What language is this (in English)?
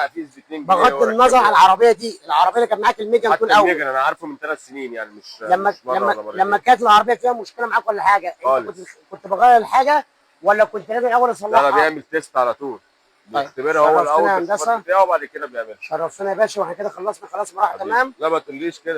Egyptian Arabic